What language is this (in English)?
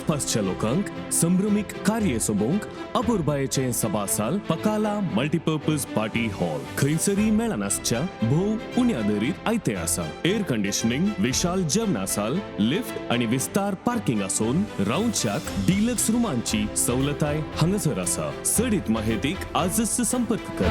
Konkani